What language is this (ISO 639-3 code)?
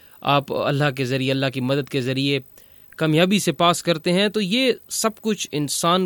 urd